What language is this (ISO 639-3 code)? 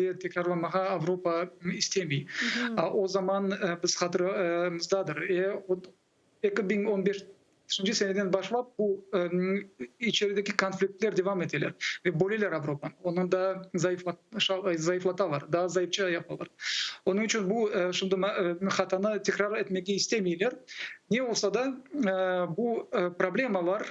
crh